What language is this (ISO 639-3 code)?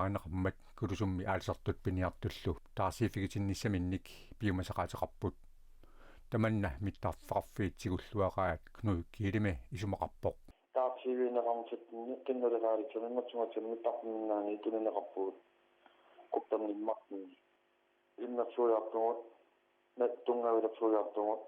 kal